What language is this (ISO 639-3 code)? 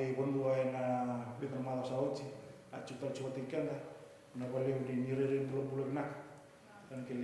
fij